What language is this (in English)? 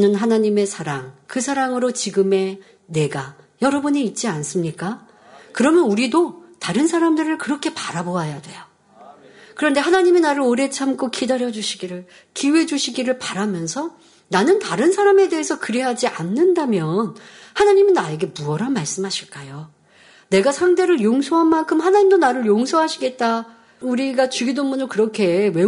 Korean